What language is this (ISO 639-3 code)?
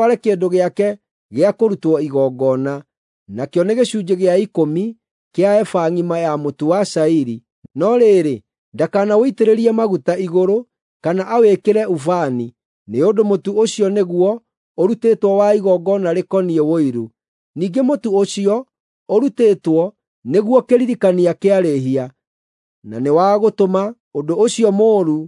kik